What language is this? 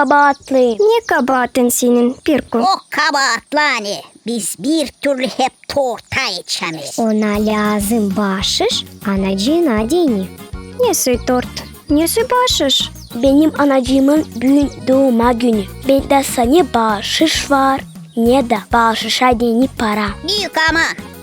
Gagauz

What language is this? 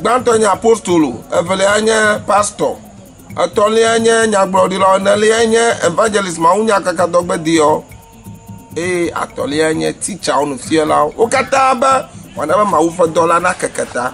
Ewe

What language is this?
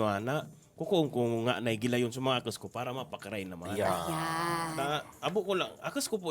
Bikol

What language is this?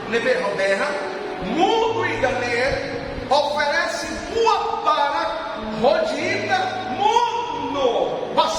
Tetum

